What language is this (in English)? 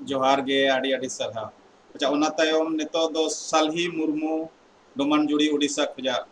Santali